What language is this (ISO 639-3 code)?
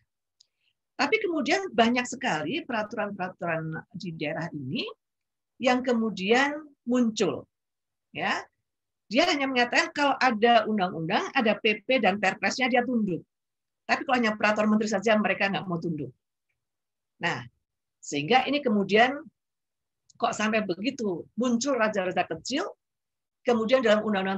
ind